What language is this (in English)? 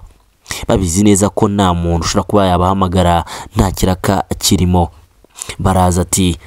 Kinyarwanda